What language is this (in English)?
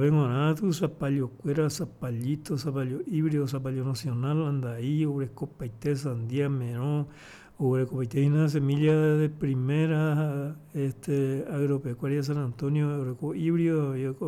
Guarani